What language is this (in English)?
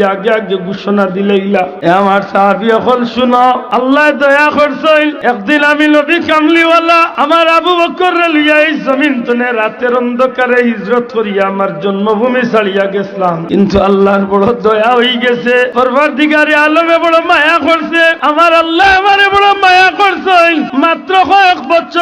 Sylheti